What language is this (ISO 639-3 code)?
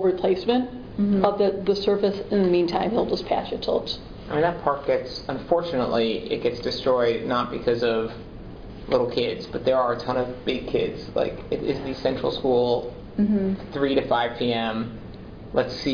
eng